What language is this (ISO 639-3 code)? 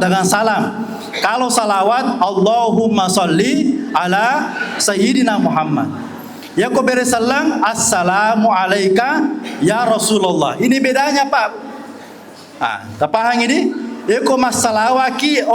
bug